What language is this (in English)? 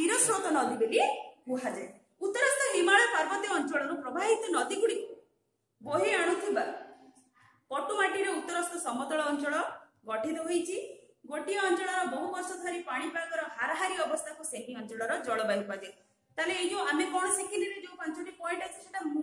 Odia